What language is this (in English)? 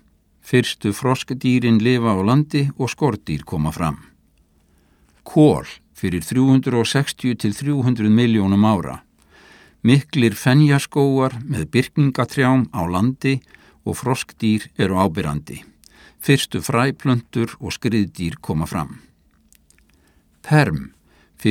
Icelandic